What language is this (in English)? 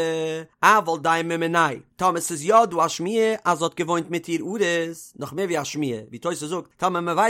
Yiddish